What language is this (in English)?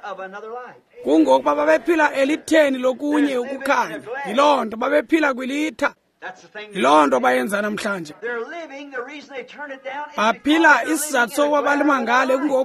Xhosa